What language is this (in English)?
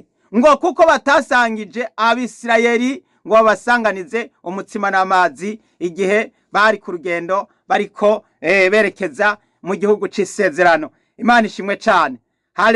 Rundi